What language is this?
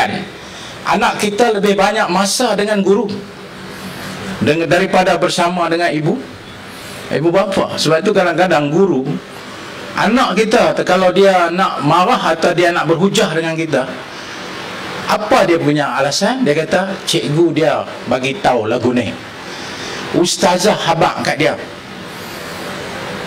Malay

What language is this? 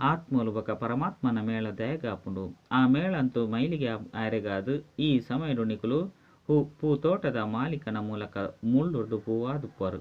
Tulu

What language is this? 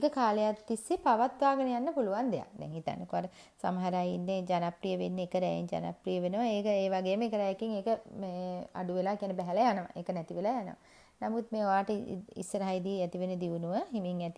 Sinhala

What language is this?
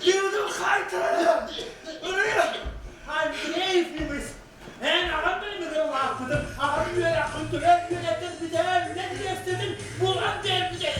Yakut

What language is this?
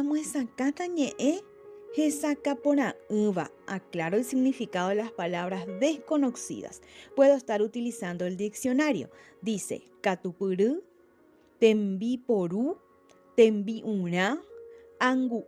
Guarani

